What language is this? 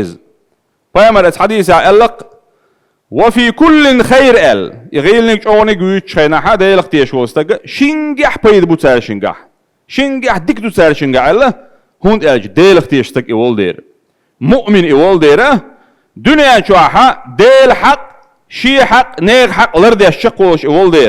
Chechen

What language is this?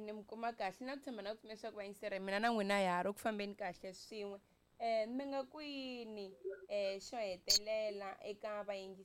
Tsonga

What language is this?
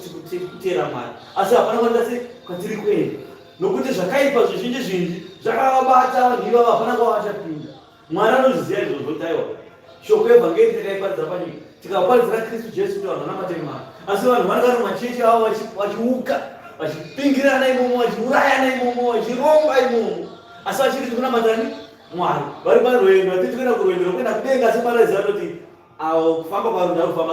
Shona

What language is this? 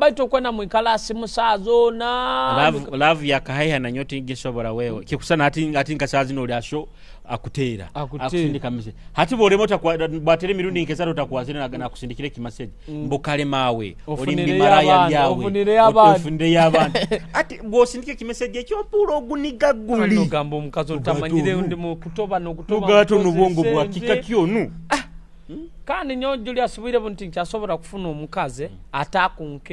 Nyoro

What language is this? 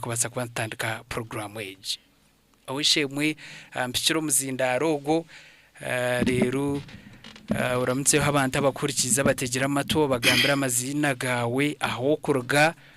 Nyankole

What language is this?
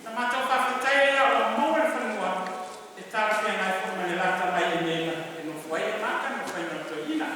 Samoan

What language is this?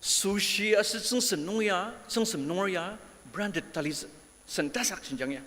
Ao Naga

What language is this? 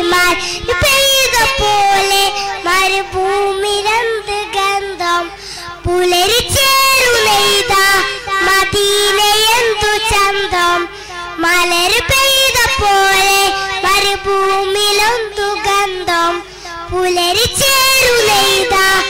Malayalam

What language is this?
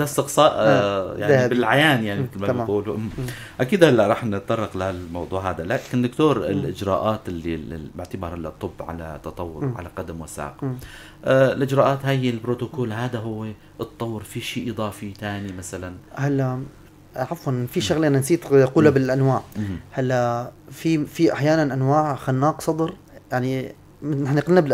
North Levantine Arabic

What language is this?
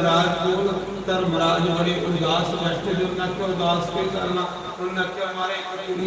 Dogri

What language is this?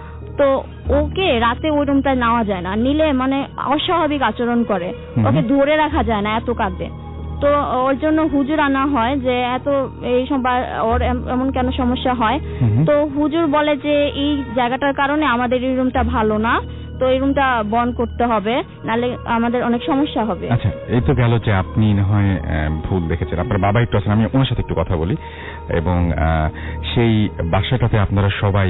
Bangla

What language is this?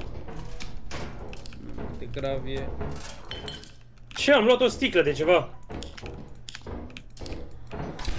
Romanian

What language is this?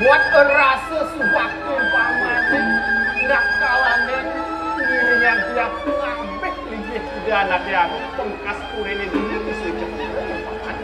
Balinese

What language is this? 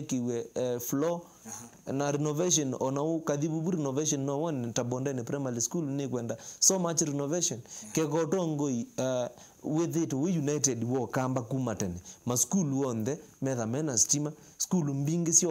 Kamba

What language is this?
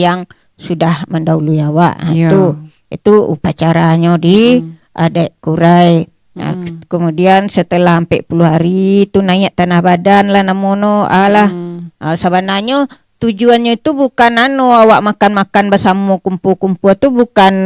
Minangkabau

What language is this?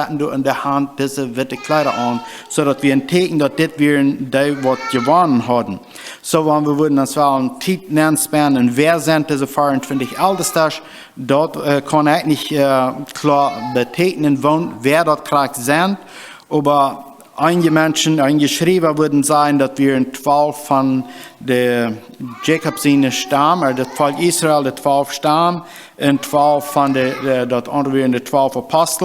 Plautdietsch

